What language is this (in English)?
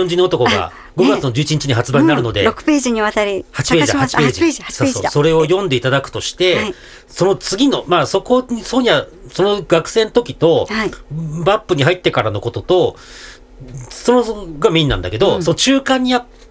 Japanese